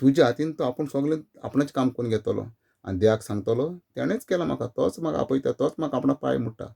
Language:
Konkani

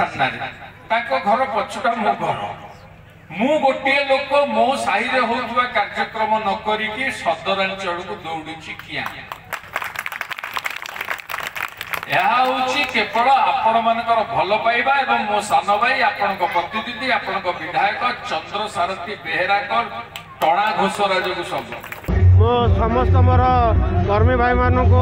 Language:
Odia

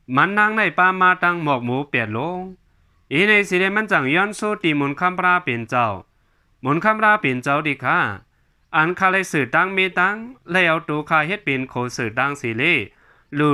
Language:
Shan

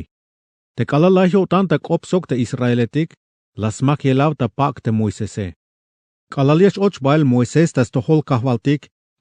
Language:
Tzeltal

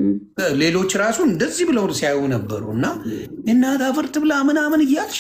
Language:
Amharic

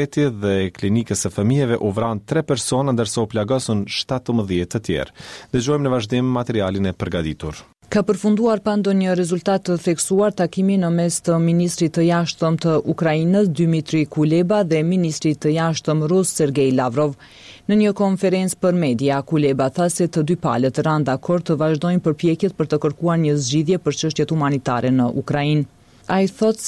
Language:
Albanian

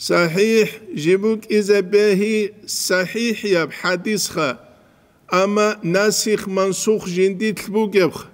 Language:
Avaric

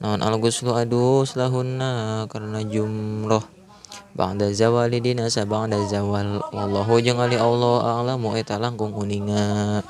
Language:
Sundanese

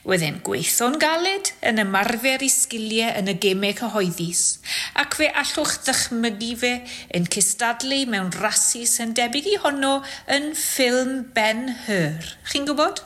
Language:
Welsh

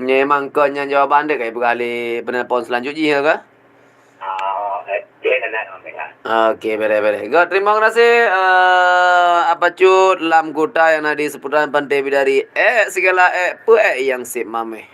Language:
Achinese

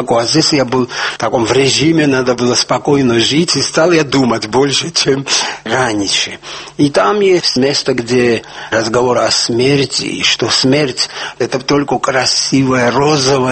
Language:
Russian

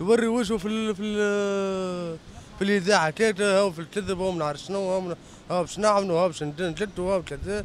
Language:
Tunisian Arabic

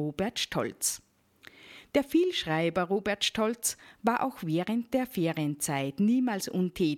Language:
German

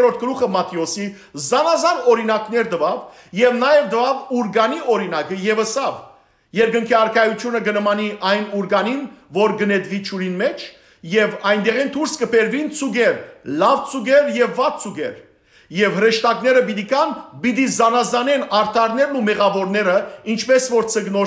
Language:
Western Armenian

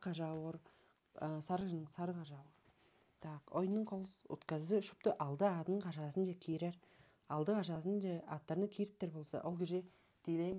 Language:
Tuvinian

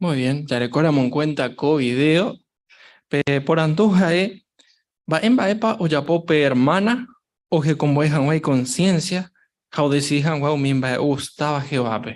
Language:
Guarani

